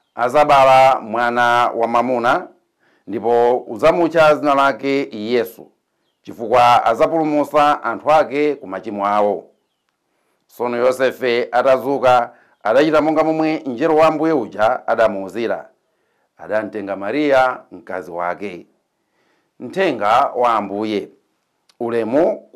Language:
Nyanja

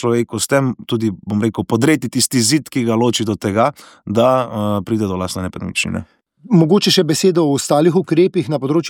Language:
Slovenian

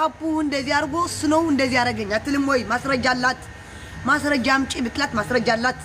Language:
Amharic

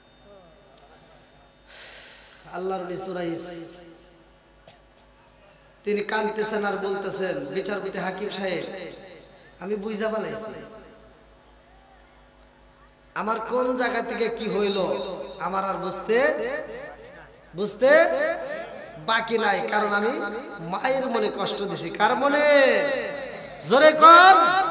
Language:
Bangla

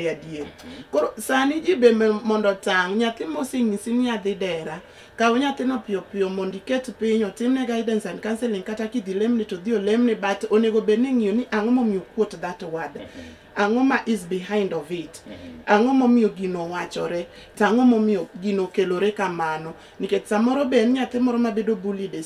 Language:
Luo (Kenya and Tanzania)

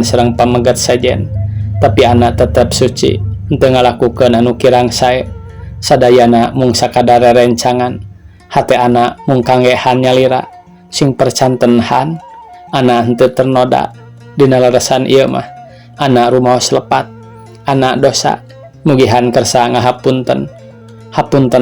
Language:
Sundanese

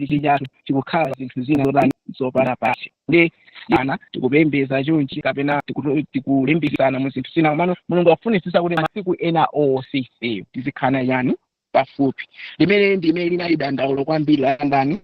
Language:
Nyanja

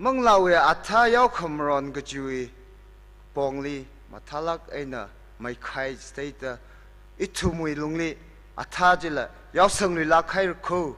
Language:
Tangkhul Naga (India)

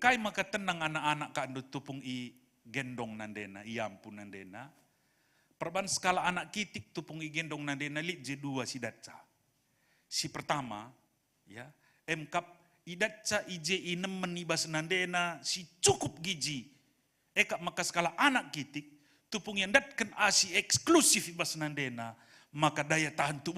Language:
Batak Karo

